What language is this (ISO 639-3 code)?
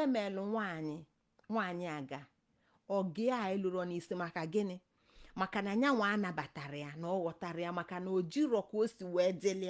ibo